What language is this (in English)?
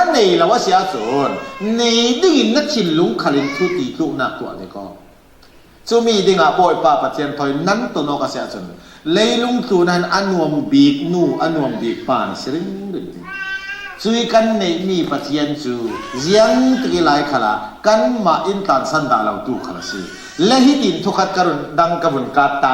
Falam Chin